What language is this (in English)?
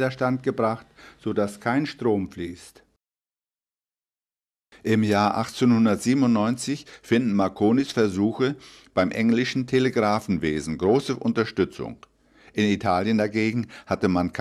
German